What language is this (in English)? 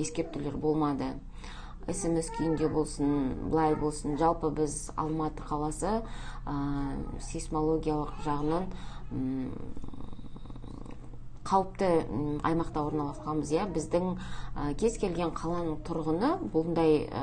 Kazakh